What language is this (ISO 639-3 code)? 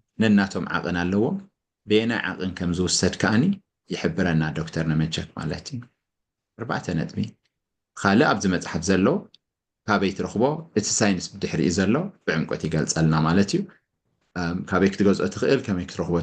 tir